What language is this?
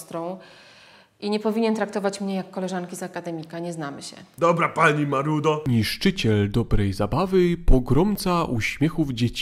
Polish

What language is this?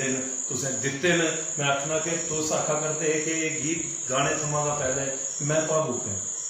Dogri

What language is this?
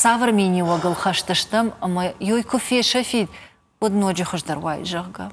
Ossetic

